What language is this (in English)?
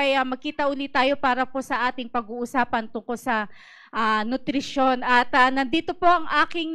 Filipino